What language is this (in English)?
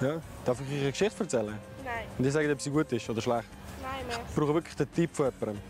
Swiss German